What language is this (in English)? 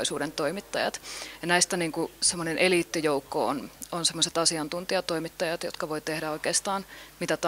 Finnish